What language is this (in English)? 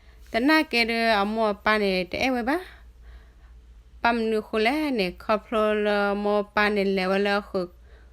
S'gaw Karen